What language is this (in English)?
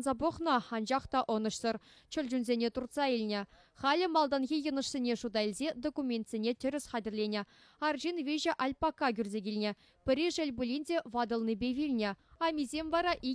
Chuvash